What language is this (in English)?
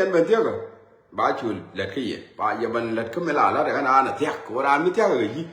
Nuer